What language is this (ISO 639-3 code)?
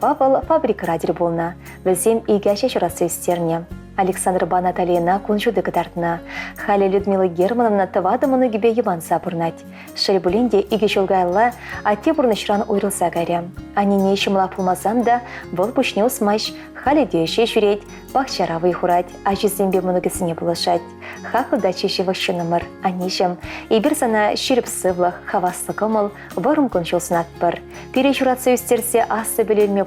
chv